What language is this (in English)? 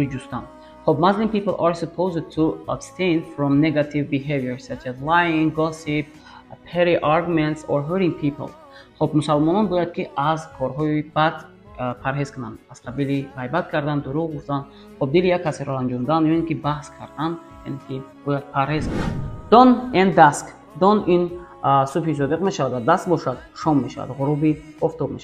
Tajik